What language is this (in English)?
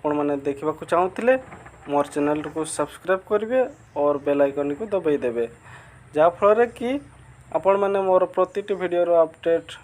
Odia